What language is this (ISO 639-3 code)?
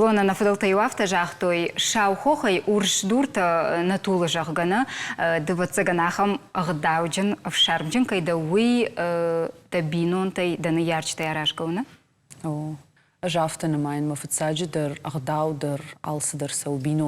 oss